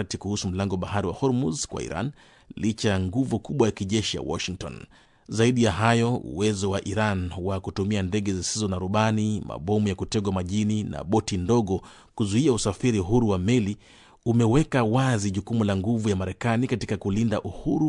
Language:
Swahili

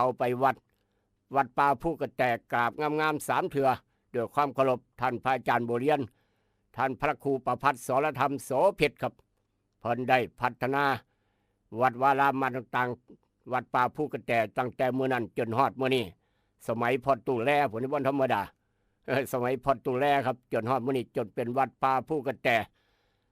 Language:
Northeastern Thai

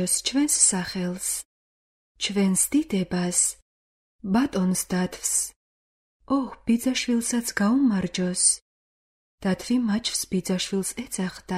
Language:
Georgian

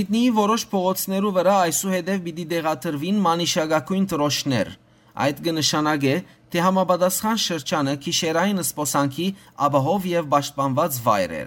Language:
Western Armenian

